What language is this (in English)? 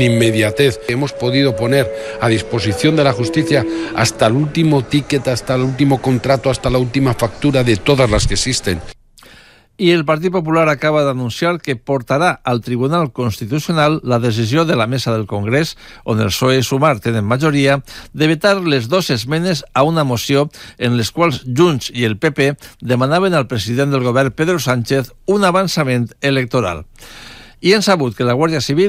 Catalan